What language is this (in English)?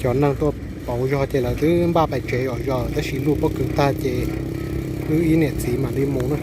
Hmong